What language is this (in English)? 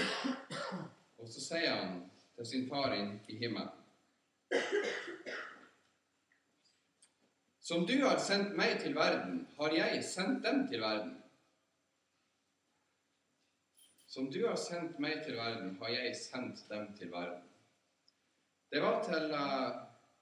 Norwegian